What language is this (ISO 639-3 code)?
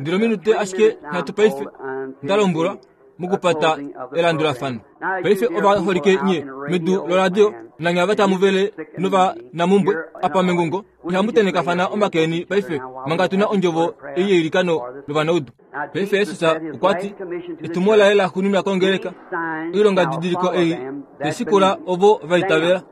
kua